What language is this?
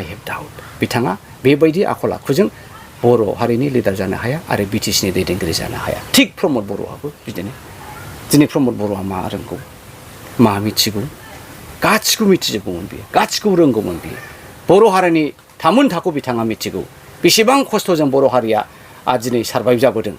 Bodo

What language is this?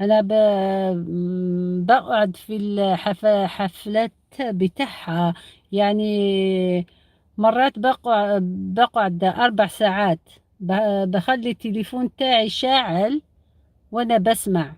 Algerian Arabic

